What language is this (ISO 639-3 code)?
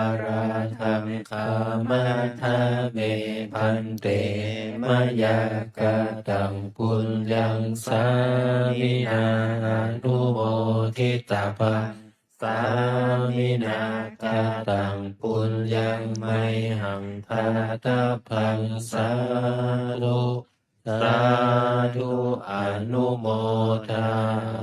pli